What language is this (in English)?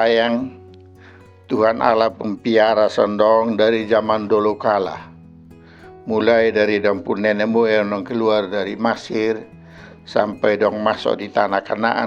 Kupang Malay